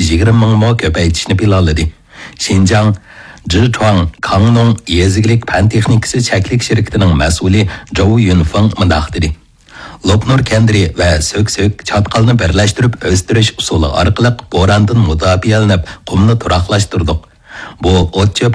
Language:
Uyghur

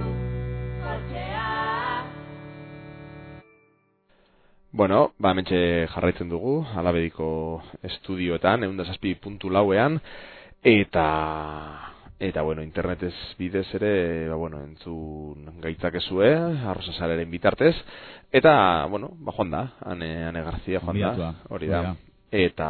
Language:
Basque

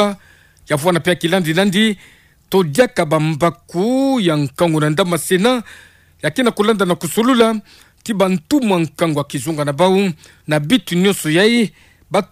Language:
Kituba (Democratic Republic of Congo)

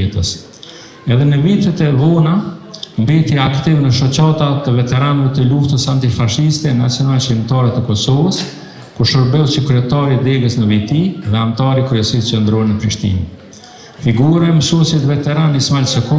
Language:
Albanian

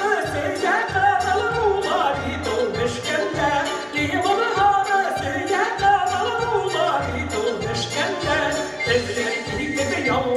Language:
Bashkir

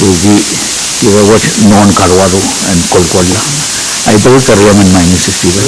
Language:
Pohnpeian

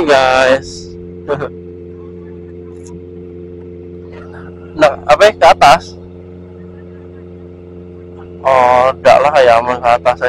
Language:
Indonesian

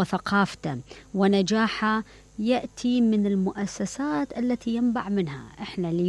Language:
Mesopotamian Arabic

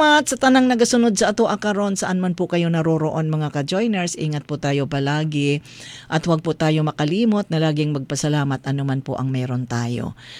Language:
Filipino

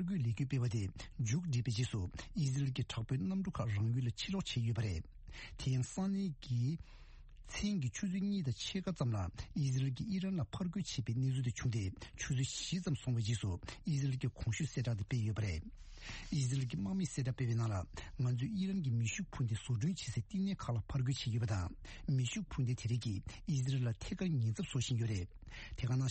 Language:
Tibetan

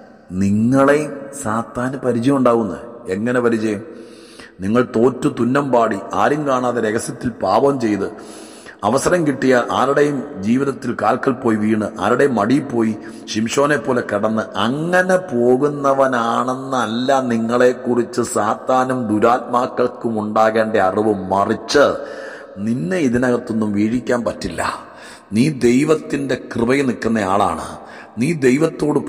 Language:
Malayalam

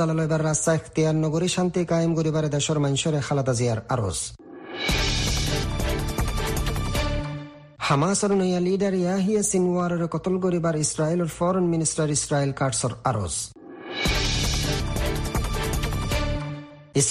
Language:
Bangla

